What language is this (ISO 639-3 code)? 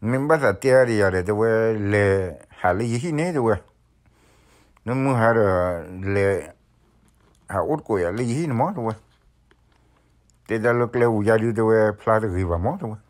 ksw